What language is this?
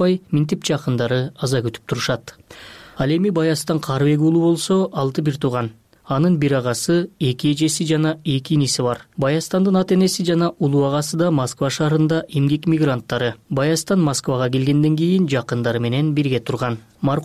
Kyrgyz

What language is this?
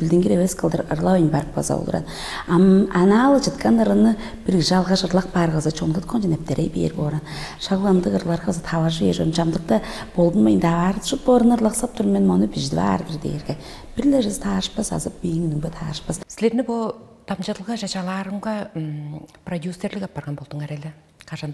Tuvinian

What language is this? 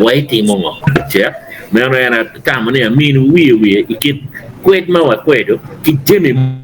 Acoli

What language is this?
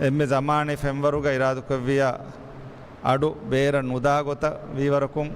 Divehi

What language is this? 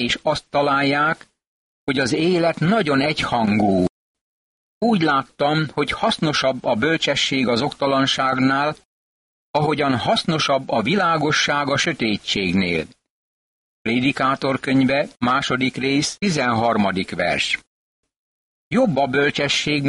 Hungarian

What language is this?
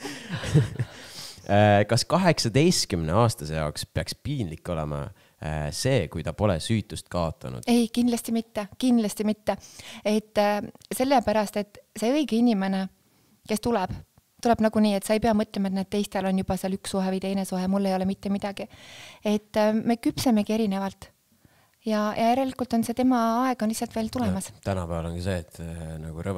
Estonian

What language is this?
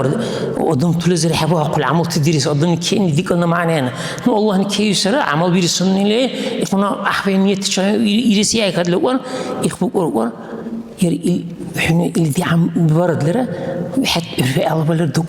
Dargwa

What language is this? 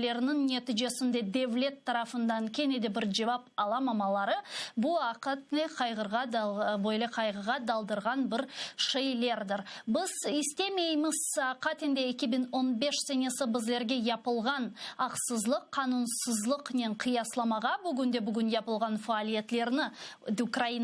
Crimean Tatar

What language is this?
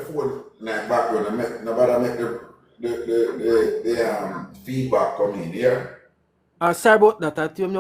Jamaican Creole English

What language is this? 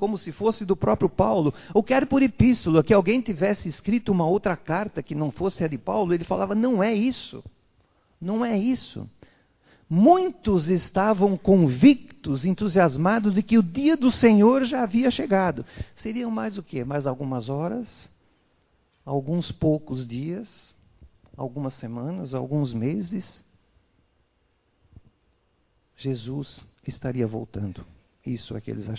Portuguese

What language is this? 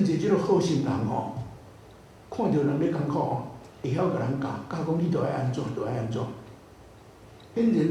Min Nan Chinese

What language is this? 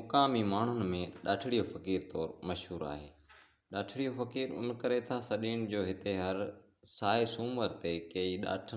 Sindhi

